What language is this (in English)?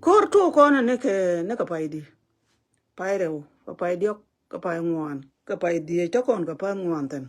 Nuer